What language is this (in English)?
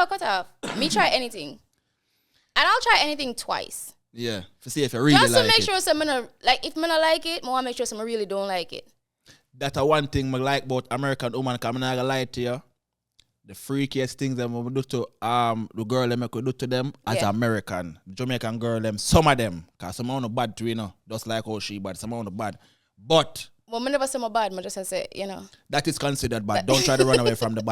Jamaican Creole English